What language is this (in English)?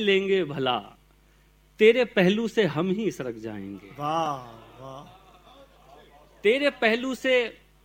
Urdu